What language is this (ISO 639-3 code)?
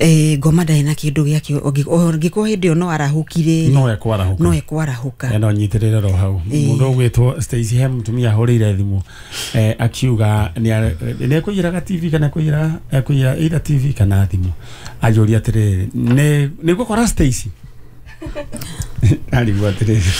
kik